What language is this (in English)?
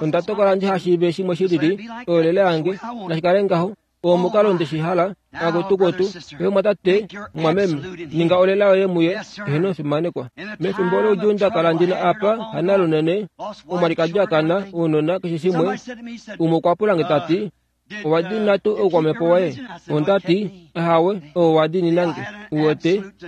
Kuanyama